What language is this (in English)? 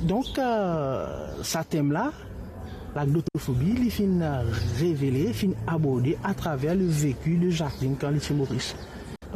Morisyen